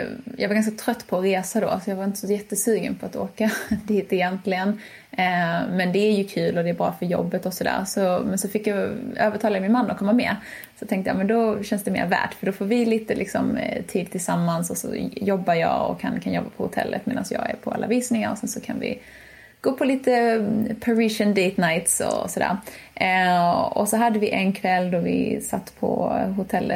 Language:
Swedish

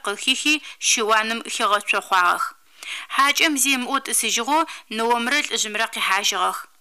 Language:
Adyghe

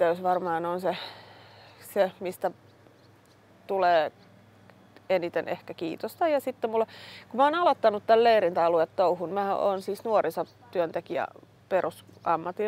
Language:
Finnish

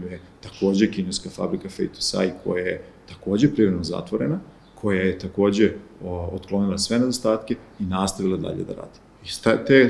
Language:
Serbian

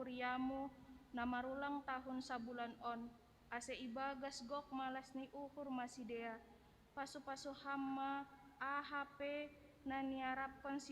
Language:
Batak Simalungun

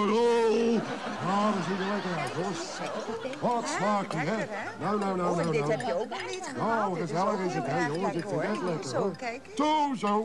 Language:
Dutch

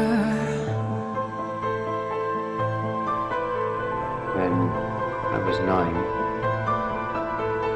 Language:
English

